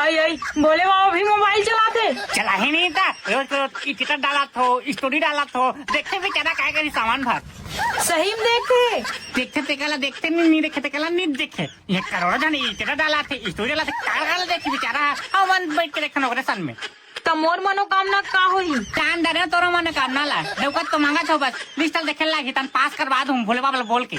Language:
Chhattisgarhi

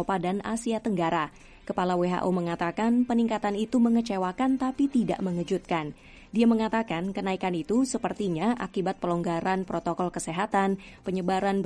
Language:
Indonesian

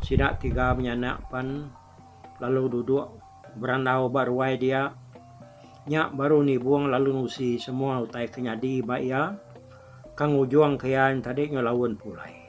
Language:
Iban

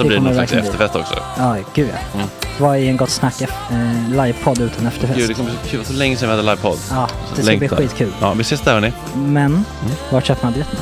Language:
Swedish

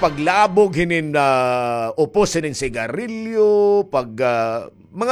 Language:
Waray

